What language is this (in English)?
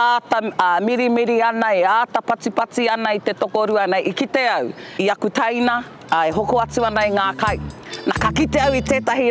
Māori